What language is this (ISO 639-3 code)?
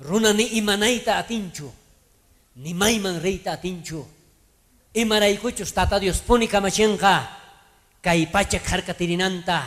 quh